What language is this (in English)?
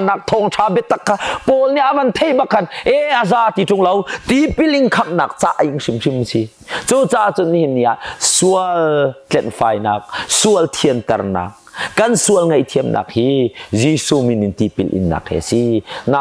Hakha Chin